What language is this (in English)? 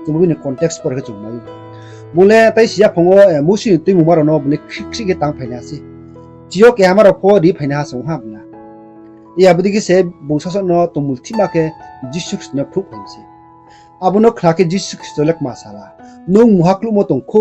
Riang (India)